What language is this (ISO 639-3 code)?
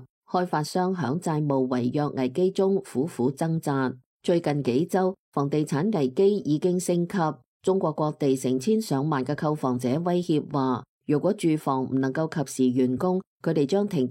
yue